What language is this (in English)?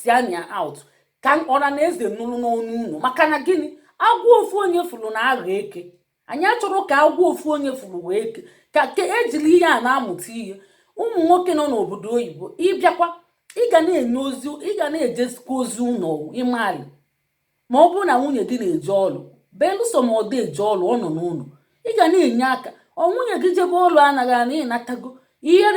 Igbo